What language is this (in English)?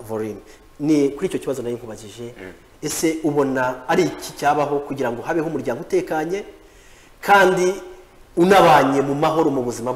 Kinyarwanda